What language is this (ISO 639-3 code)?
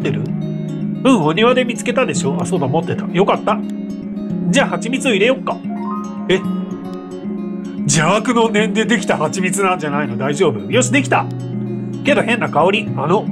jpn